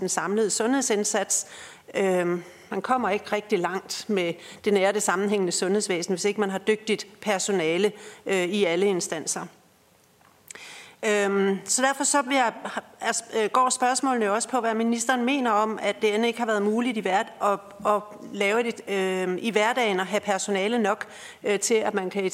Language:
Danish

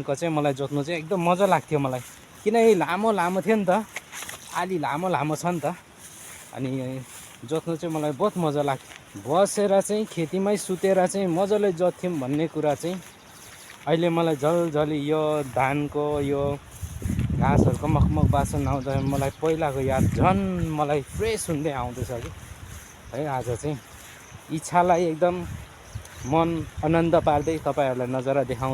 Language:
Nepali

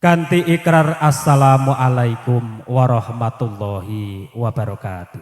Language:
Javanese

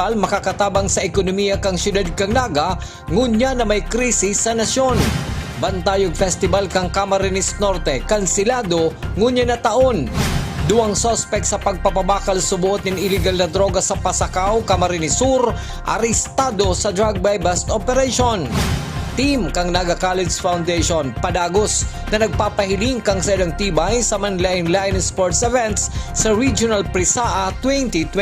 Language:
Bikol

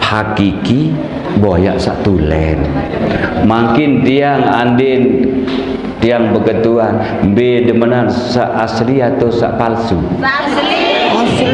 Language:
Sasak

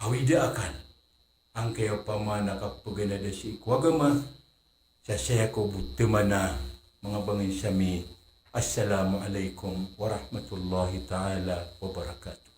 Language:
Maranao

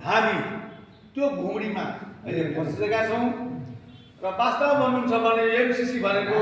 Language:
Nepali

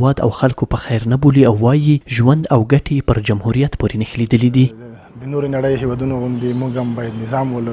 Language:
Pashto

